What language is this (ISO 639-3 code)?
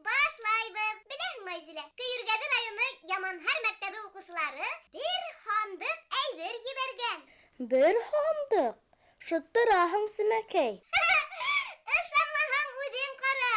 bak